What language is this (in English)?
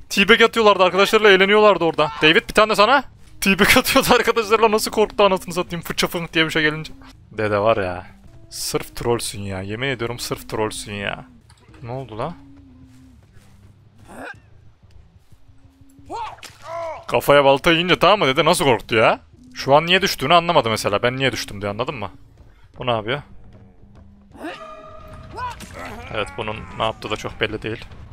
Turkish